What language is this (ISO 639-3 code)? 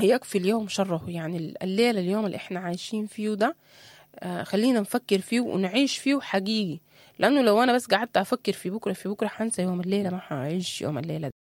apd